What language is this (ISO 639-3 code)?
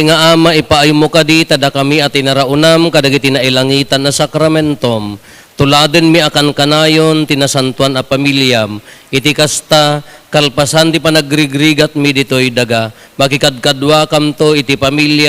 ilo